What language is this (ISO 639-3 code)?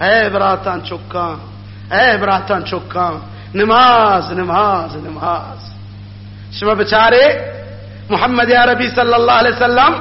bgp